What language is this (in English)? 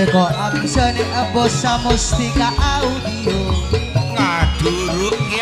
Madurese